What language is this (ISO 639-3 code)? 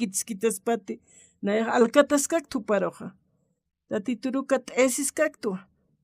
aym